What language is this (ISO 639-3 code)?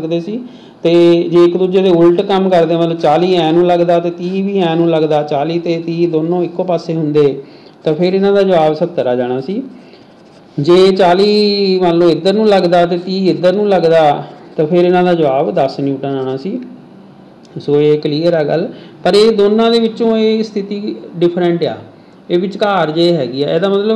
pan